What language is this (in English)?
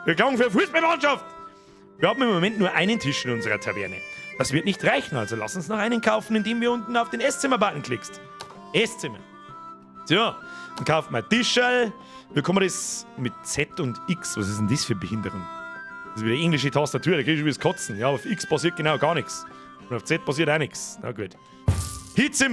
Bavarian